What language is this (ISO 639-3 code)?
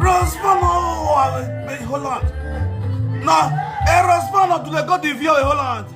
pcm